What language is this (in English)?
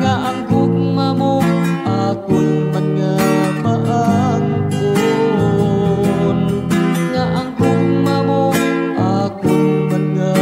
Hiligaynon